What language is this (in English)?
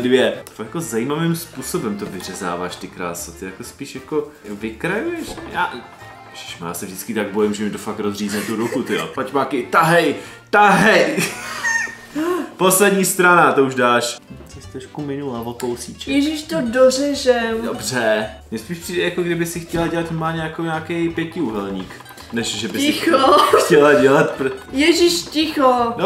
Czech